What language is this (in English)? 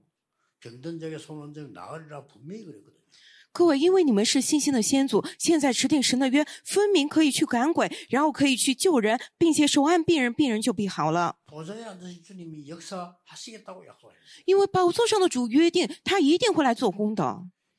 Korean